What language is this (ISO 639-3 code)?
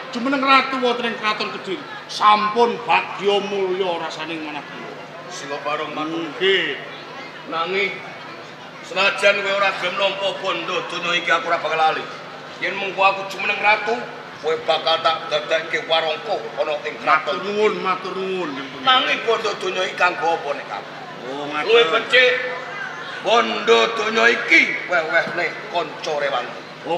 jav